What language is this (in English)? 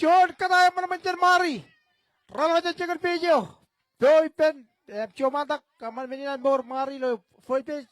Marshallese